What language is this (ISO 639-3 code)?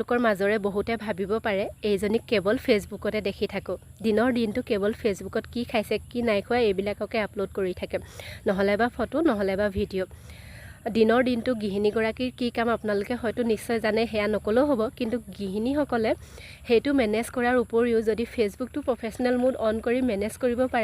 asm